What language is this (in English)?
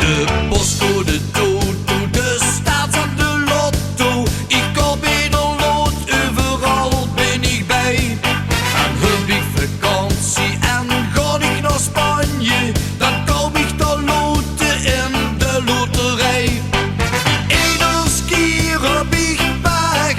Limburgish